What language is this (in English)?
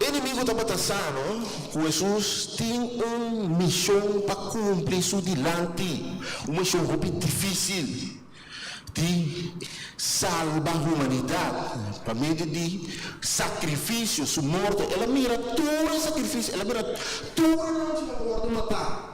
Papiamento